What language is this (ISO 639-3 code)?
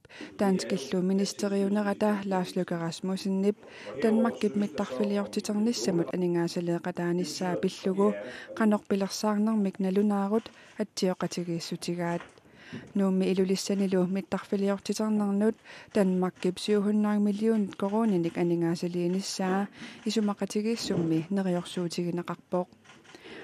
kal